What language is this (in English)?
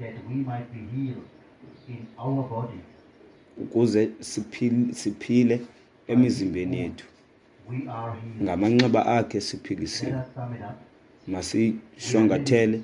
Xhosa